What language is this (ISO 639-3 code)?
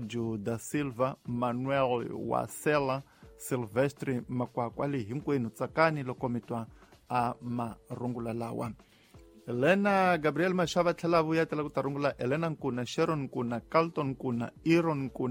tso